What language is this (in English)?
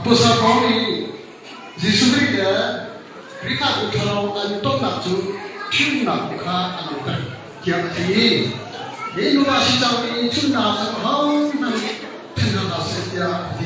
Hakha Chin